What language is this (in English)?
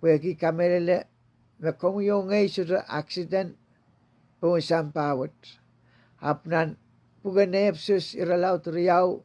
Pohnpeian